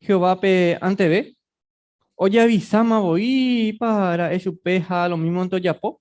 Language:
Guarani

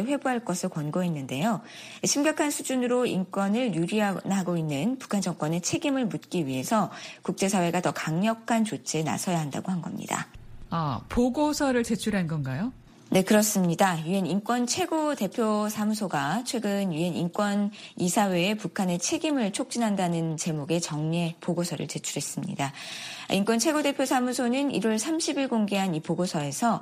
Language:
Korean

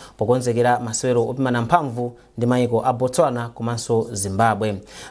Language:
Nyanja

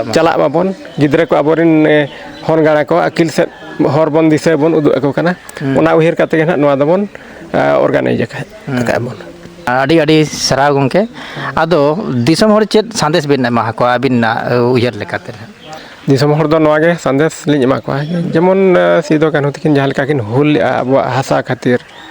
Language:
Santali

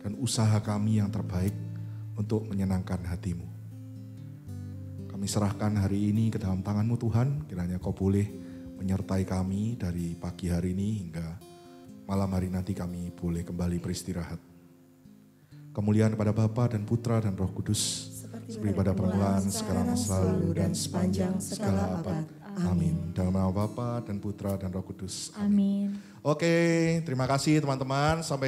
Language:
Indonesian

